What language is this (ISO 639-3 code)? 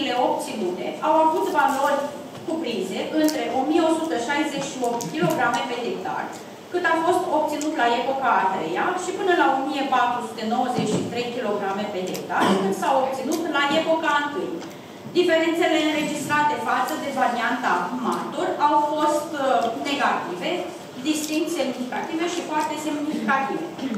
ron